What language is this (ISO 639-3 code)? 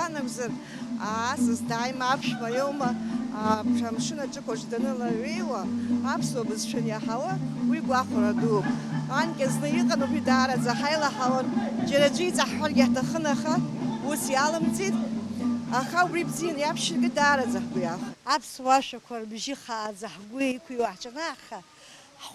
abk